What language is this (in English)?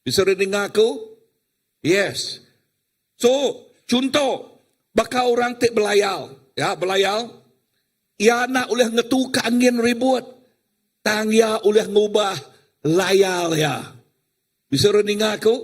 Iban